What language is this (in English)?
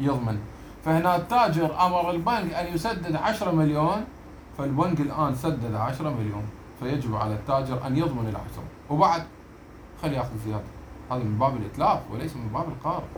Mesopotamian Arabic